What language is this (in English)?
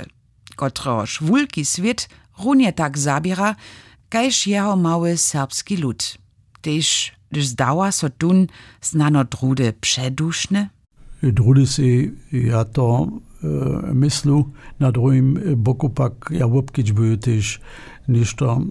Upper Sorbian